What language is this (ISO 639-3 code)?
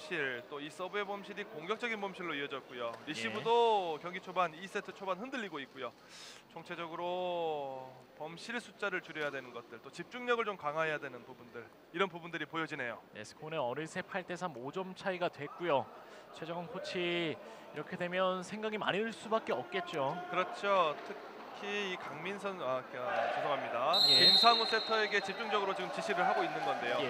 kor